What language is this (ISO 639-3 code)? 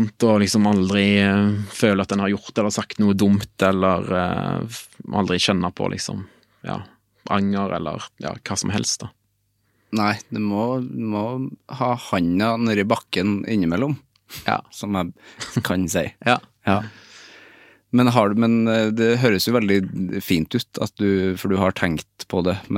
nor